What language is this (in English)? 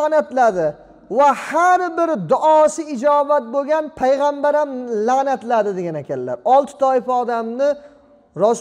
Uzbek